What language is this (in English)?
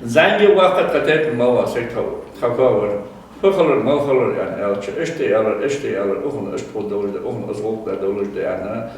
Ingush